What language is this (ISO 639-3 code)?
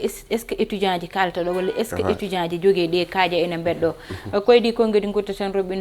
ful